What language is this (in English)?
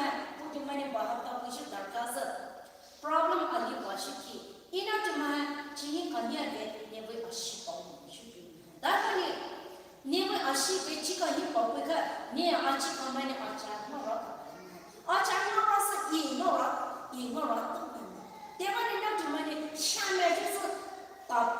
Poumei Naga